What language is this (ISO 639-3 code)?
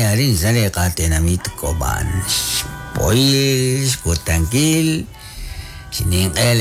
kek